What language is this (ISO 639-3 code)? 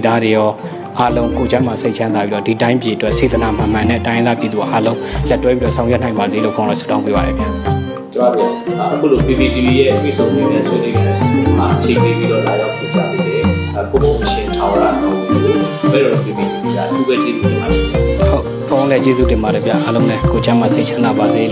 mya